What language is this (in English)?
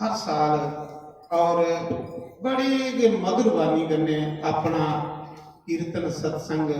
Dogri